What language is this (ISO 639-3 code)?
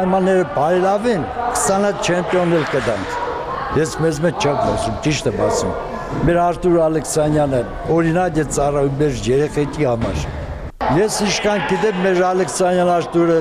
hye